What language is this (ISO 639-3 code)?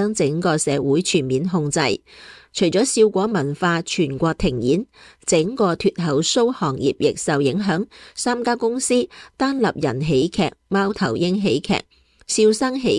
yue